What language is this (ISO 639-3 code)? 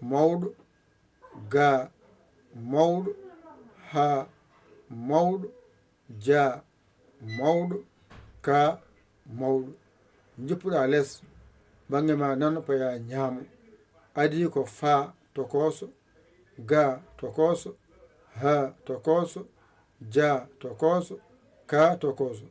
ful